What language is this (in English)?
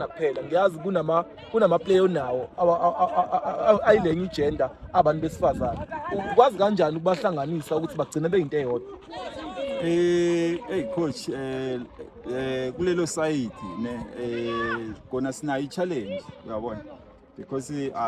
Zulu